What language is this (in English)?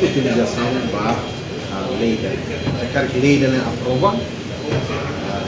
Tetum